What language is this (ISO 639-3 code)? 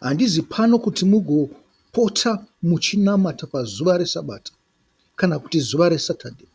sna